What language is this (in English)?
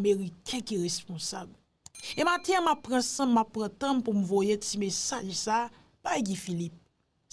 Haitian Creole